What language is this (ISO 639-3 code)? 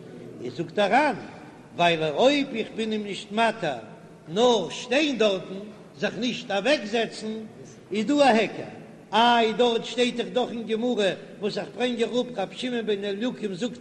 yid